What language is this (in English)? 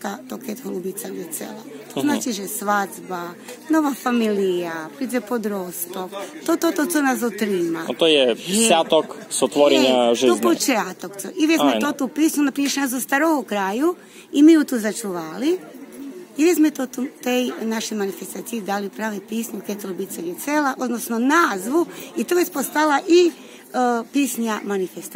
Rusyn